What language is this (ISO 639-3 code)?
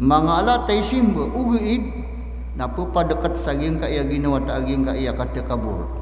mrw